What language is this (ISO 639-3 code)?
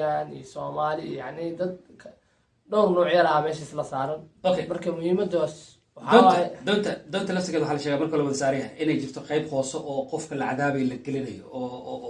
som